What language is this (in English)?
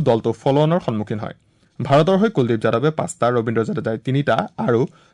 Assamese